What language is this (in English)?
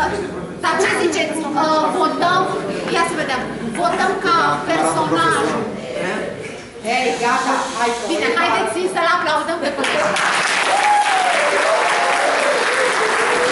Romanian